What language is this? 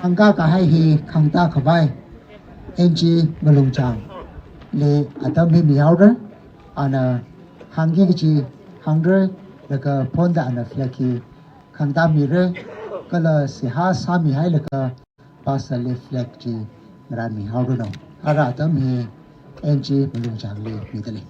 Tangkhul Naga (India)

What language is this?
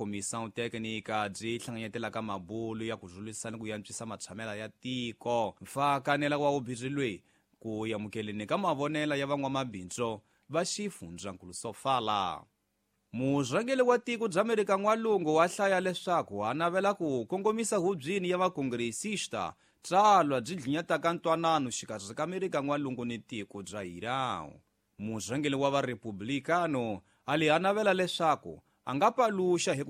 Tsonga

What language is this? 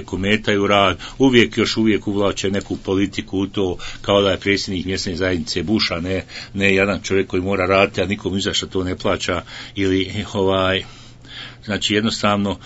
Bosnian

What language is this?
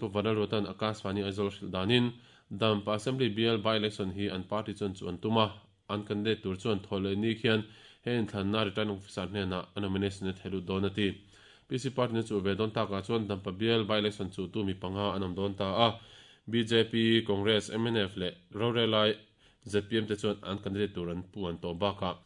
Mizo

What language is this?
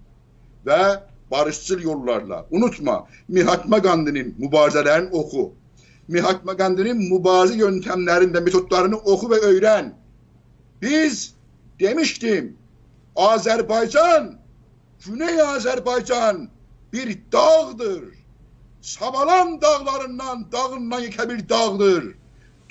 South Azerbaijani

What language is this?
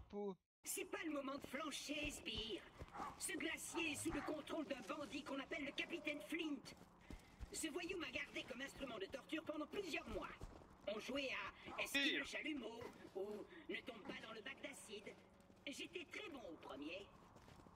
French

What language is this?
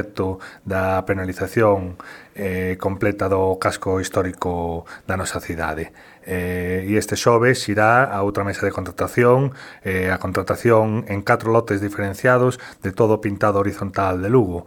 Galician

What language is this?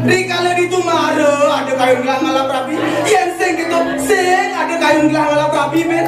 Balinese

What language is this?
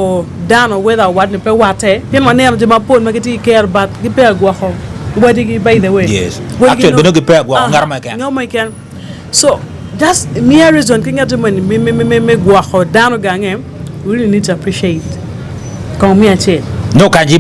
Acoli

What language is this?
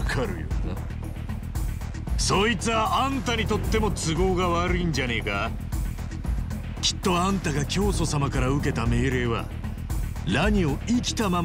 Japanese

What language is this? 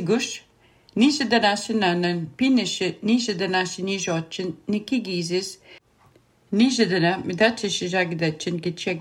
Latvian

